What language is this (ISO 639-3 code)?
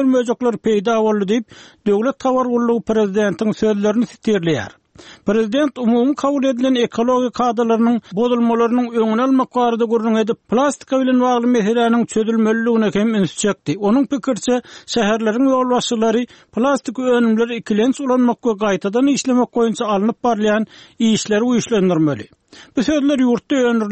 tuk